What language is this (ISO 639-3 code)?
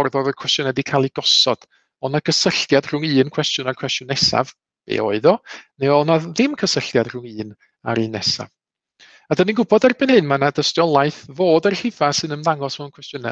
cym